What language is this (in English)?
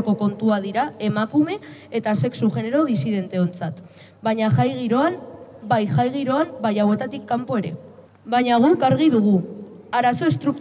Basque